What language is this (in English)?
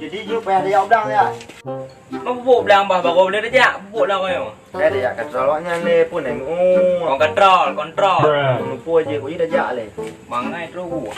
Achinese